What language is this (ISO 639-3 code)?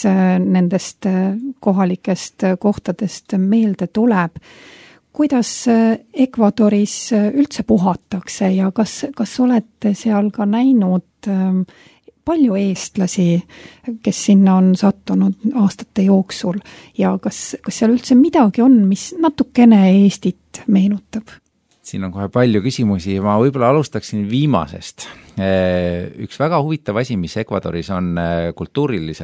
est